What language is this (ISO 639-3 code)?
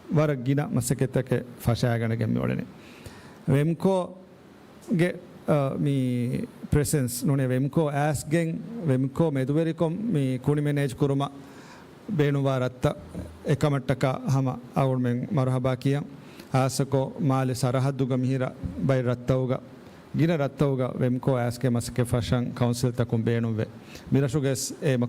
div